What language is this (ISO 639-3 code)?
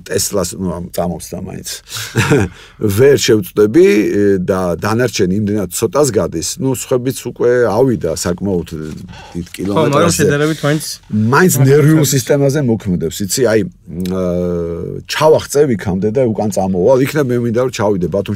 kat